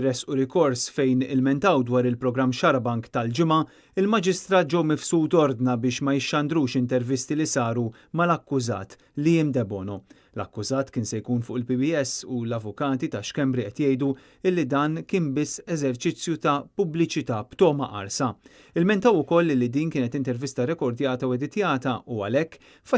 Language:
Maltese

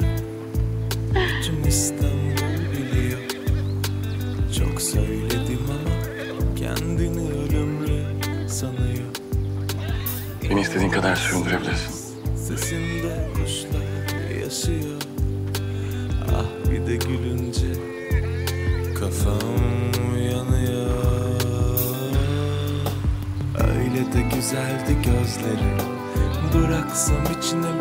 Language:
Turkish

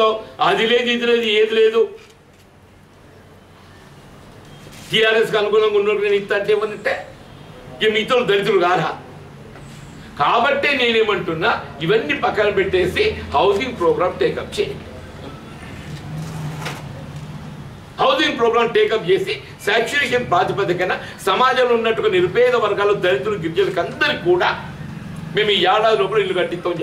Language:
Telugu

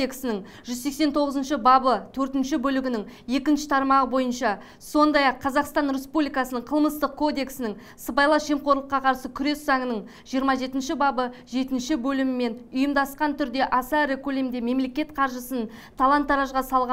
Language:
Kazakh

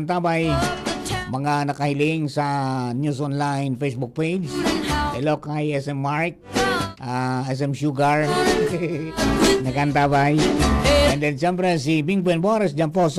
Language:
Bikol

